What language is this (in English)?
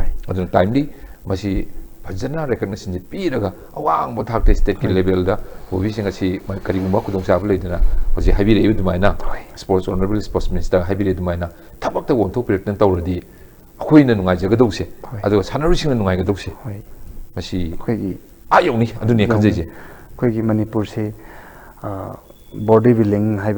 Manipuri